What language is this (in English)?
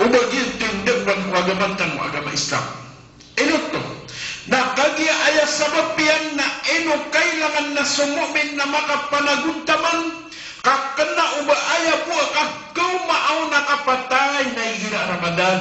Maranao